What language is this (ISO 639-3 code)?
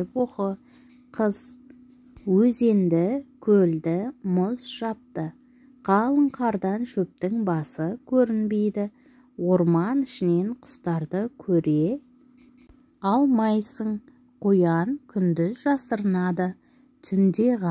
kaz